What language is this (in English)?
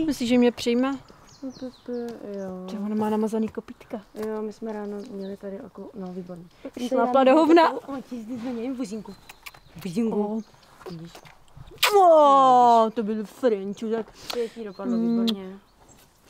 Czech